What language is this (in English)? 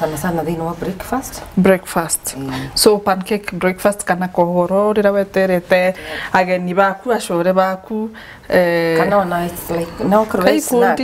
Meru